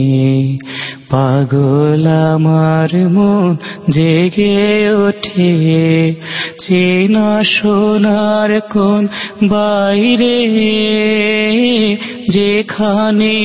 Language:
Bangla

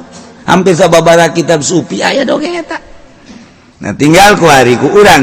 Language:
Sundanese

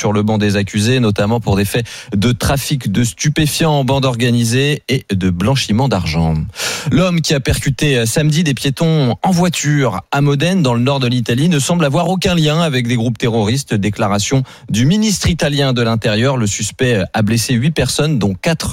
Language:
French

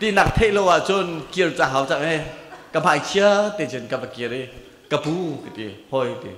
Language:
Hakha Chin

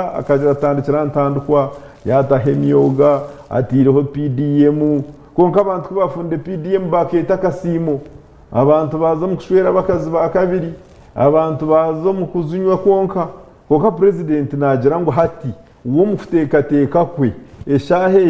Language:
Nyankole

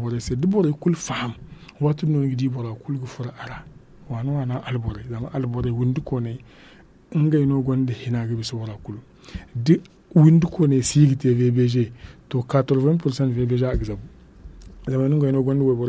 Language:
Zarma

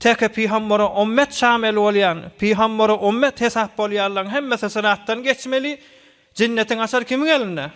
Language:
Turkmen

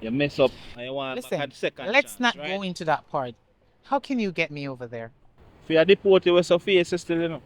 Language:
Jamaican Creole English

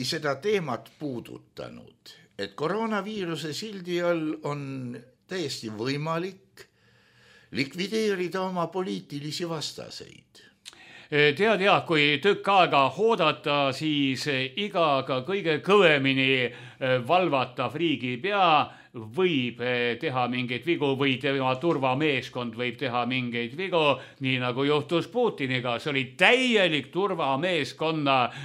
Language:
Estonian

